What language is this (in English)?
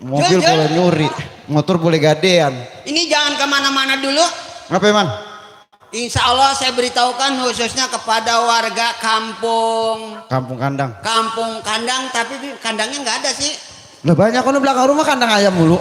Betawi